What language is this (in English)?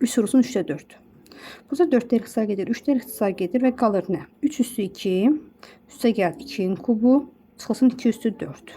Azerbaijani